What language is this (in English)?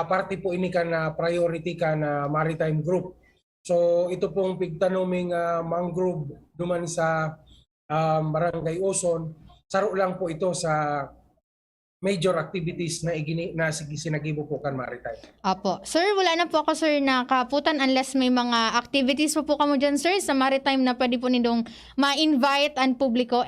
Bikol